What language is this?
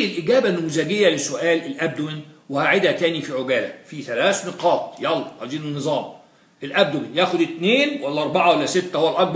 Egyptian Arabic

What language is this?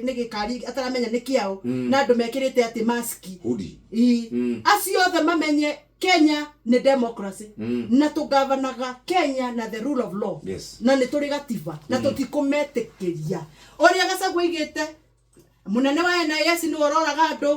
Kikuyu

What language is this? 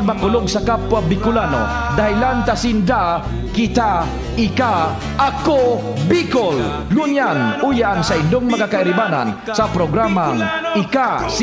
Bikol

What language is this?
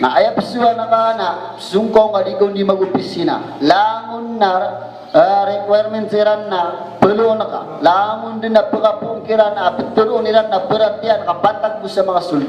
Maranao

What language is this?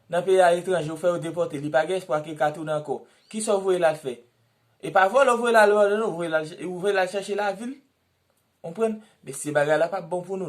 Haitian Creole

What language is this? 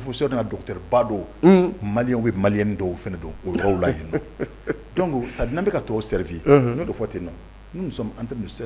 Bambara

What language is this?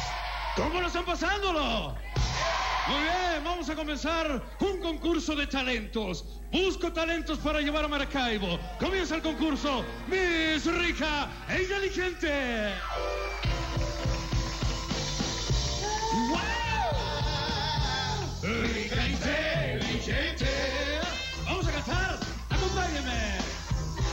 Spanish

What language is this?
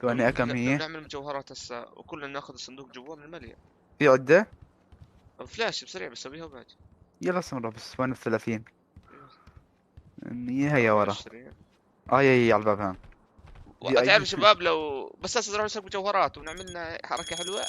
North Levantine Arabic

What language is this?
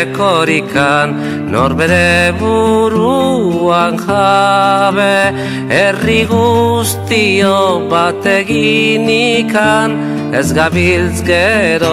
Basque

